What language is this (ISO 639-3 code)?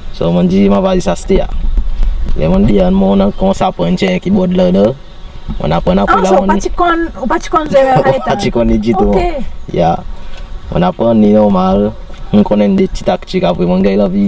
crs